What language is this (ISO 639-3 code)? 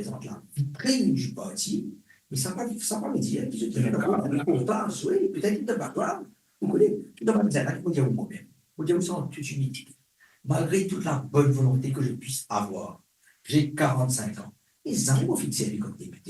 mfe